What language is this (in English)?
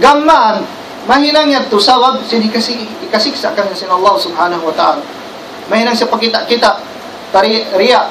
Tausug